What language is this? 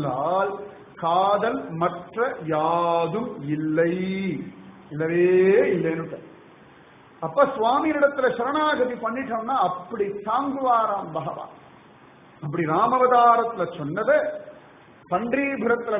Tamil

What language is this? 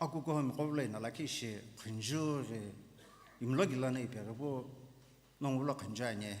Sumi Naga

